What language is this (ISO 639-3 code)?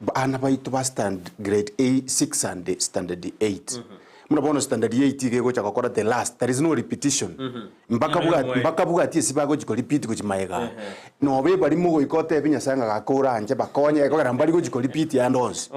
guz